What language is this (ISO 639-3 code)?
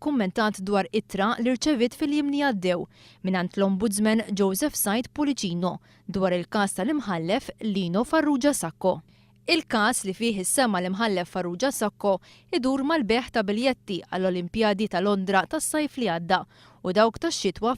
mlt